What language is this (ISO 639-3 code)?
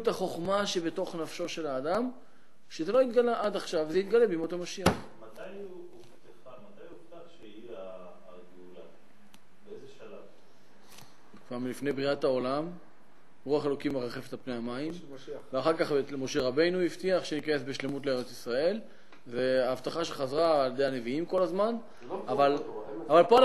heb